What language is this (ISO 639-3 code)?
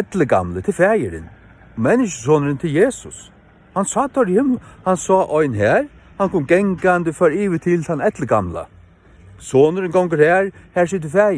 fao